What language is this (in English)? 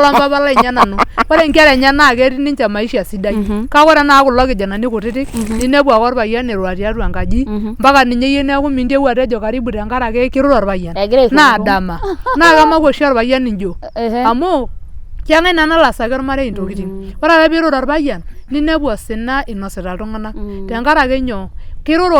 Masai